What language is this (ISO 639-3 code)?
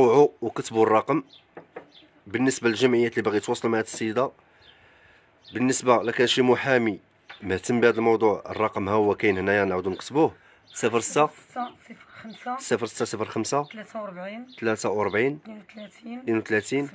ary